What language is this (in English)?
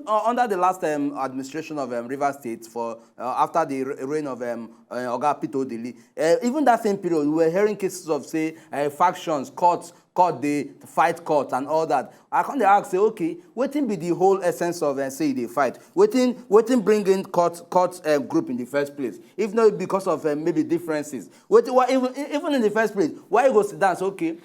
Nigerian Pidgin